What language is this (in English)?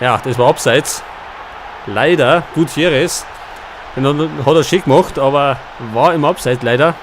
Bavarian